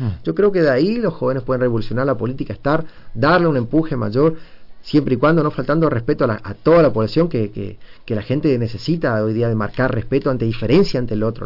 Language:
Spanish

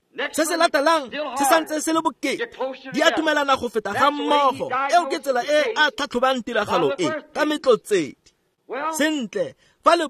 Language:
Tswana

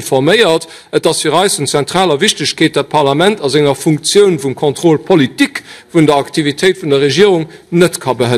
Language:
Luxembourgish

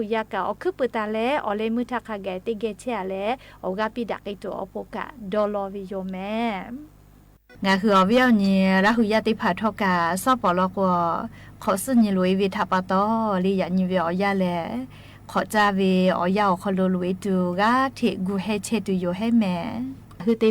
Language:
Lahu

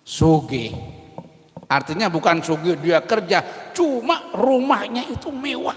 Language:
Banjar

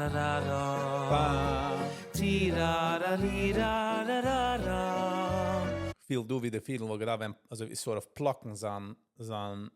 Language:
Yiddish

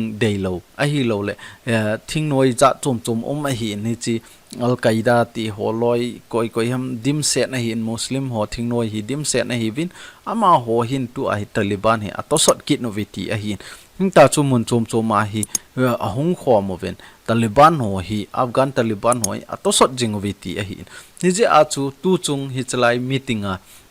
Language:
Thado Chin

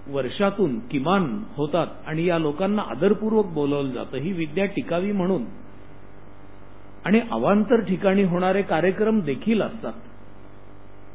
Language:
Marathi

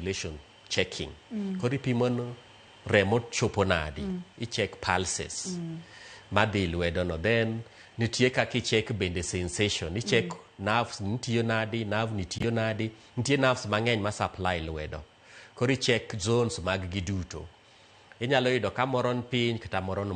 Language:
Luo (Kenya and Tanzania)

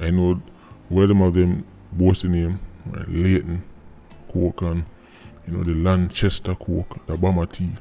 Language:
Jamaican Creole English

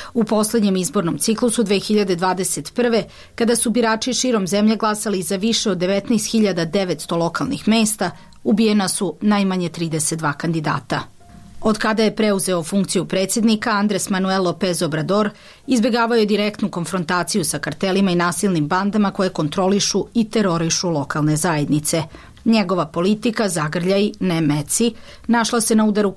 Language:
Serbian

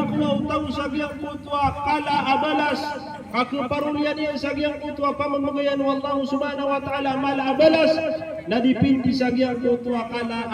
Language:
Maranao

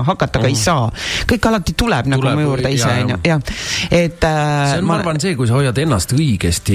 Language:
Estonian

